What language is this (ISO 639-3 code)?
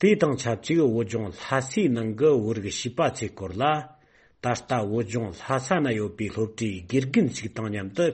bod